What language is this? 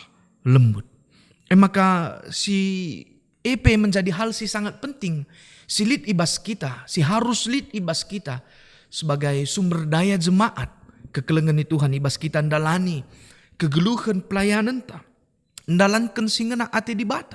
Batak Karo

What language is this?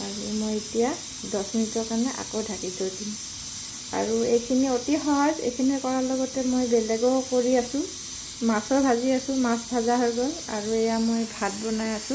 Assamese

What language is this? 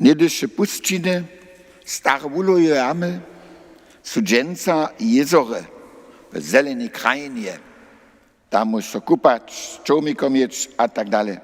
Upper Sorbian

